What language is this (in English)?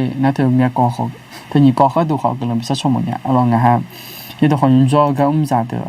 Akha